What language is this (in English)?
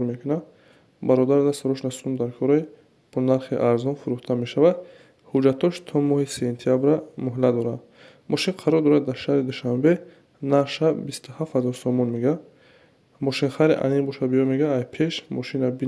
Tajik